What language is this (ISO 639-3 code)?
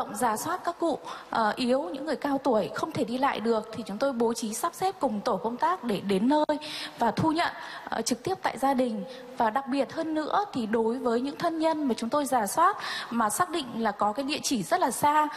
vie